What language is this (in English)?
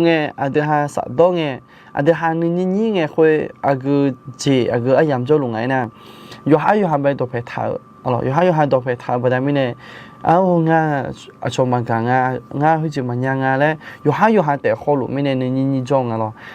Akha